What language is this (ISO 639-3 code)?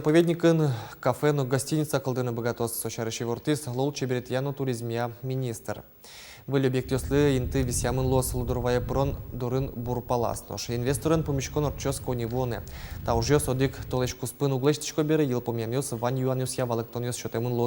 udm